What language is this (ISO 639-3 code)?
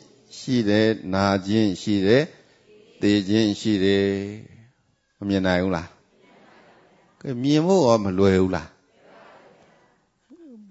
mya